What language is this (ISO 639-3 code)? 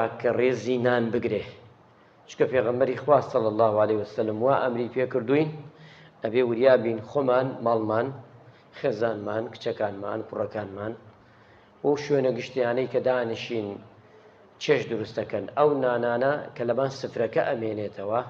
ckb